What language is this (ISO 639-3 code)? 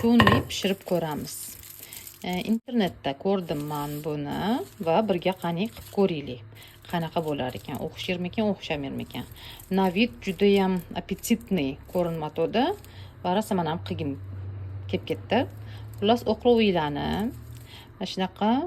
uzb